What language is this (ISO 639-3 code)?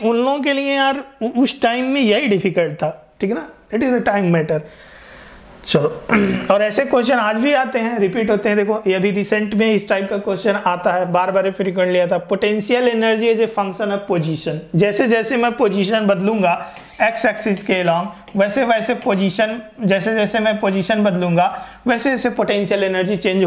hin